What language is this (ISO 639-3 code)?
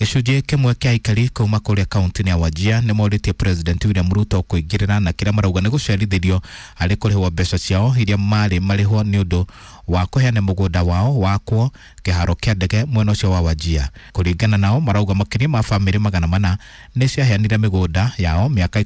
kik